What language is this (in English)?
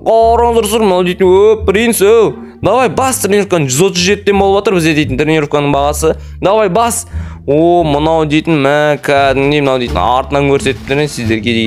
Kazakh